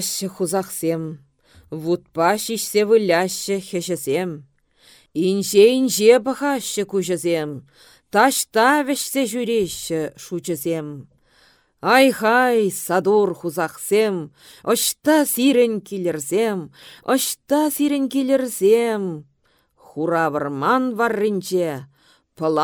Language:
Chuvash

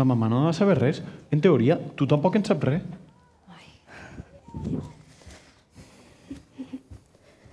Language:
Catalan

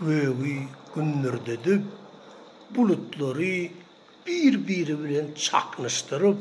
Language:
Turkmen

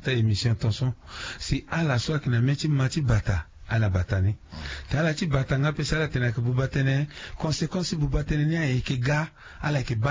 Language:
Sango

